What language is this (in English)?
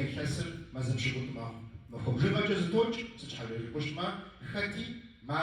Kabardian